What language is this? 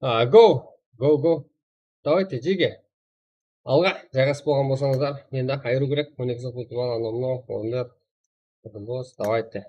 Kara-Kalpak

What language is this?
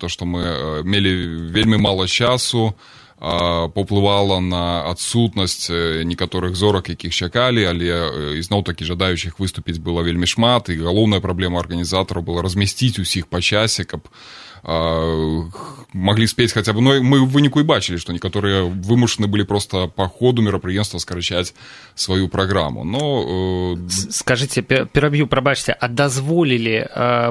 Belarusian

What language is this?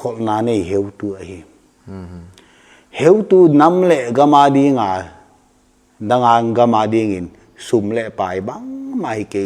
Paite Chin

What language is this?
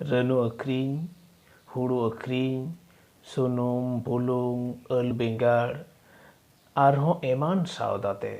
Santali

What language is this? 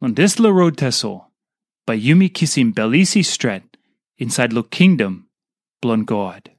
Tok Pisin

